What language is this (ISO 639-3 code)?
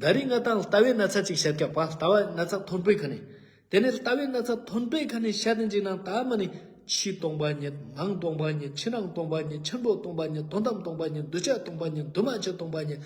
lbj